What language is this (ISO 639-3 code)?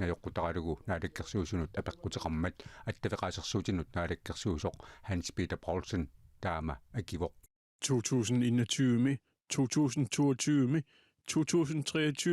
kal